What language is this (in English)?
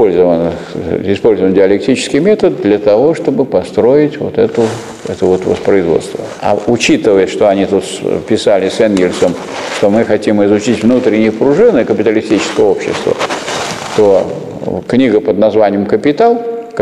Russian